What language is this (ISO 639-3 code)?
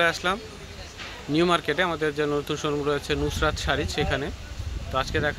ben